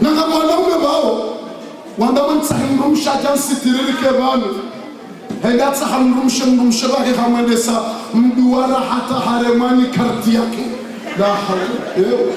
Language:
Ngazidja Comorian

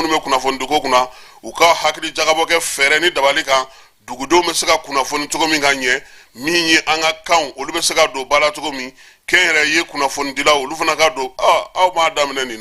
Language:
Bambara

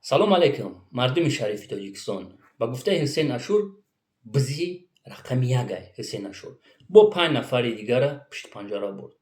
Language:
Tajik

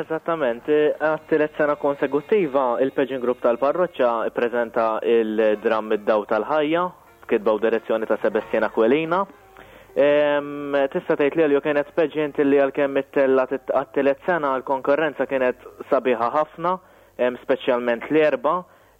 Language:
Maltese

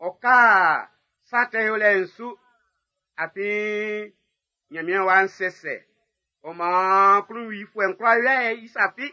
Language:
Baoulé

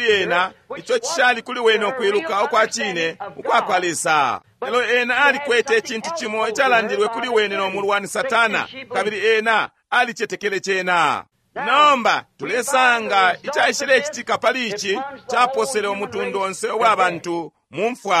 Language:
Bemba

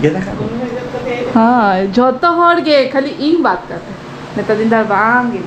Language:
Santali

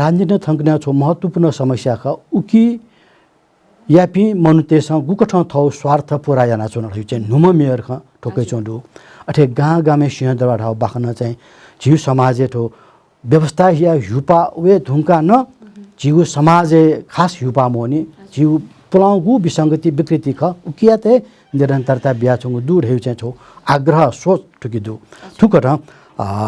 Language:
Newari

